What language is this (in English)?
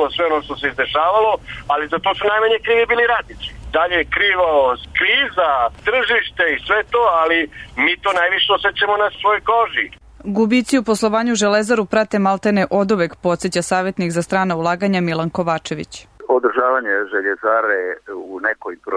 Serbian